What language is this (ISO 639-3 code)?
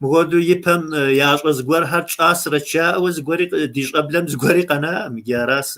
kbd